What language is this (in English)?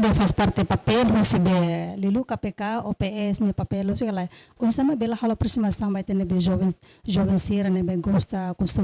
Tetum